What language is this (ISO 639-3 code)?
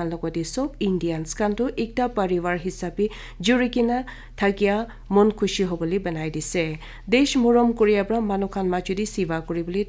nag